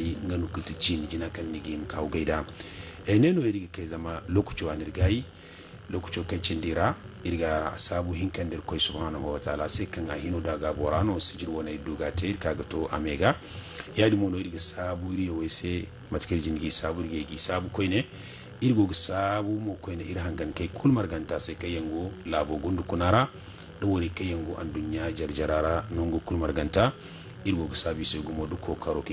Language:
Zarma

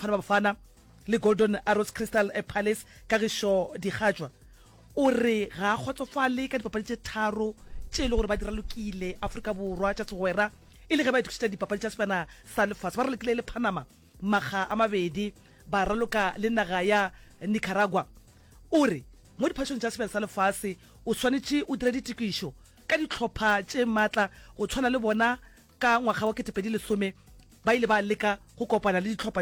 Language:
Northern Sotho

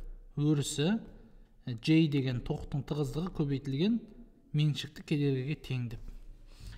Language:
Kazakh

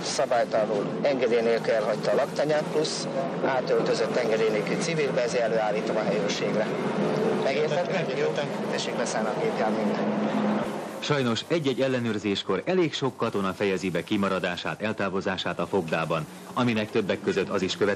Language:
Hungarian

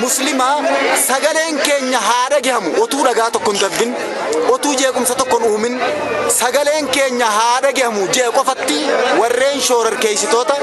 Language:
Oromo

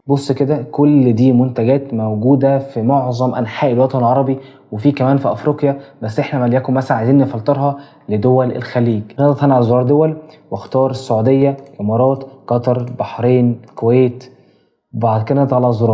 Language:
Egyptian Arabic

